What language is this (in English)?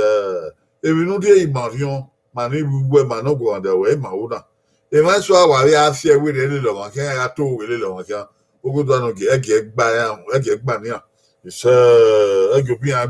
Bini